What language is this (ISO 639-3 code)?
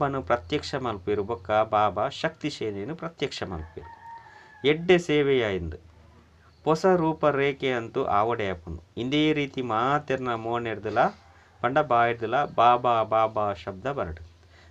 tcy